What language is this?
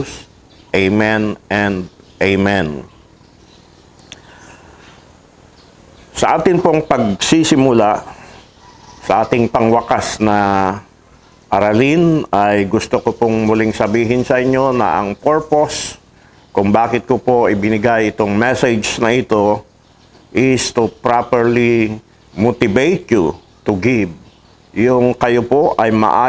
Filipino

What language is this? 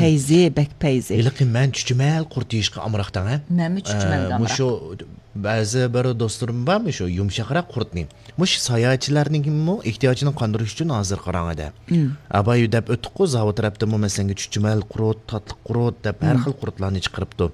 Uyghur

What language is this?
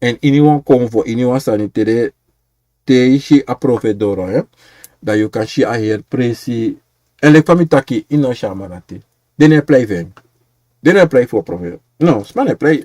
Sranan Tongo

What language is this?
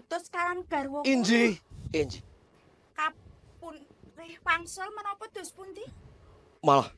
Javanese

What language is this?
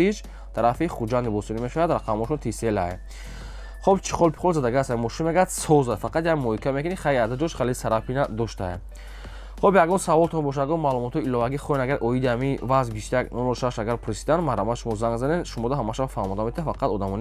Tajik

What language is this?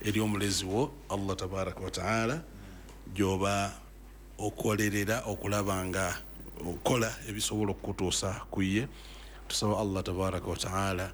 Ganda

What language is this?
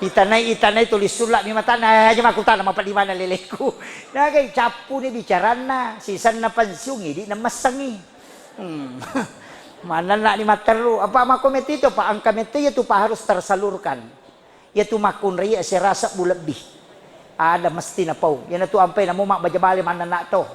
Buginese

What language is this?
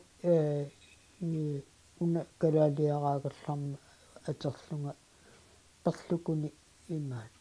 Kalaallisut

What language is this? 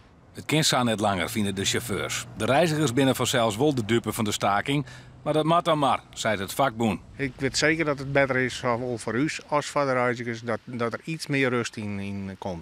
Western Frisian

